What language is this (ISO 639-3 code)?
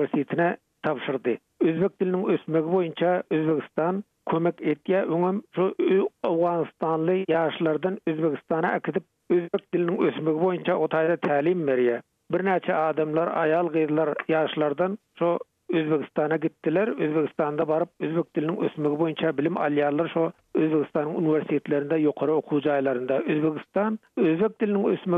tuk